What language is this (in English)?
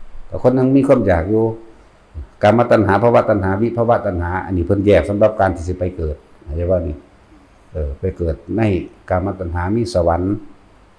Northeastern Thai